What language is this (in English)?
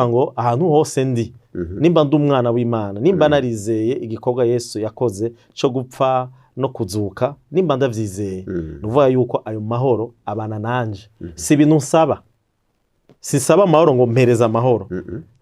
Rundi